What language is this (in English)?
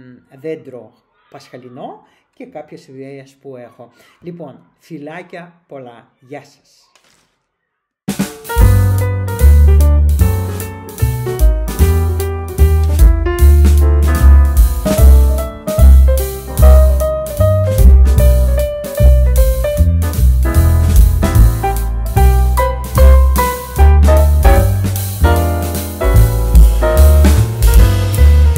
Greek